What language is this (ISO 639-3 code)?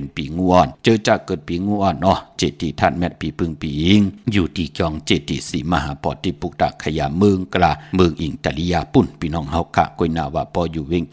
shn